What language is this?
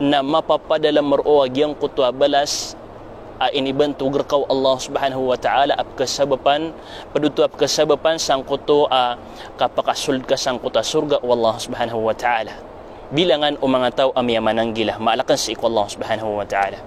Maranao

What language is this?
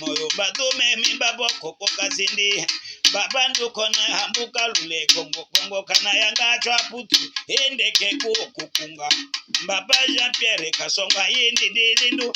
Tetela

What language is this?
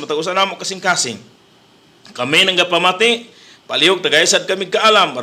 Cebuano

